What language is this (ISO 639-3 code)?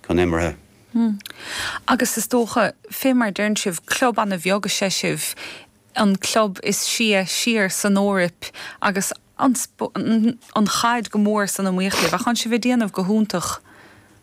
gle